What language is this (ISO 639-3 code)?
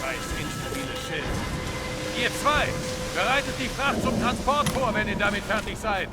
bar